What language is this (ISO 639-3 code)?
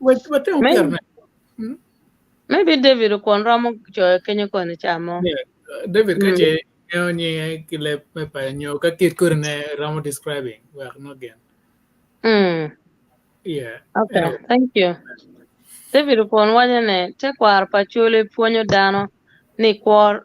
ach